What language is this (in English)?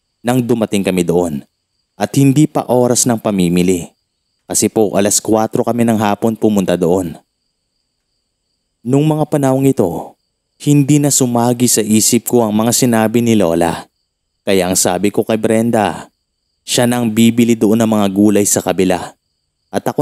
Filipino